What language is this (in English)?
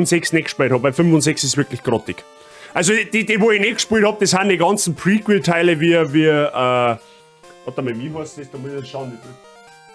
Bavarian